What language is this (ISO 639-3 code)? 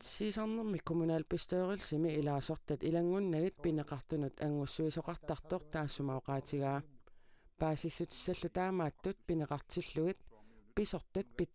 kal